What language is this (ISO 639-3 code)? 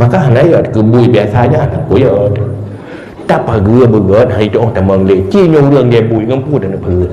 ace